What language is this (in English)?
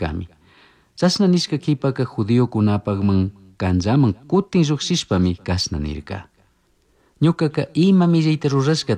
Chimborazo Highland Quichua